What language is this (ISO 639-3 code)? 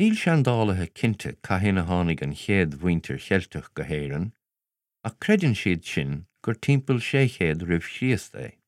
gle